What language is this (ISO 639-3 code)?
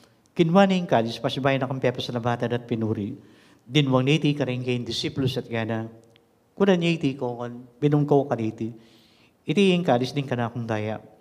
pam